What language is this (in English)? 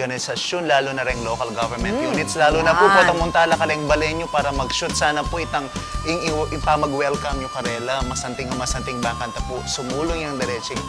Pampanga